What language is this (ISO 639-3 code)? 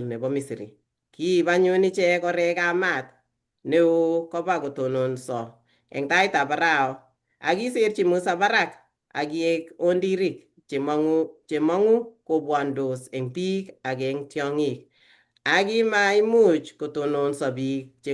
kln